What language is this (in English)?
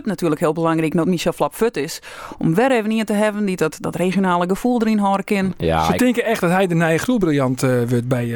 Western Frisian